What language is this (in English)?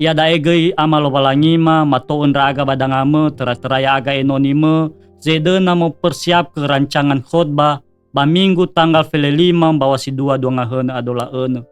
Nias